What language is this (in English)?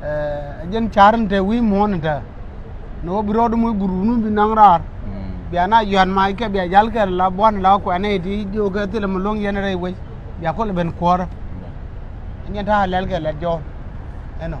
Nuer